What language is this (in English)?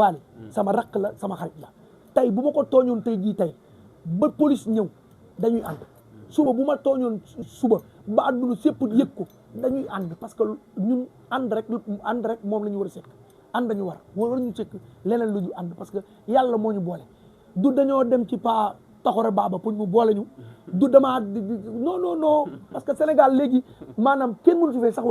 Wolof